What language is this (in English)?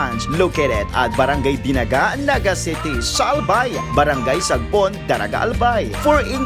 Bikol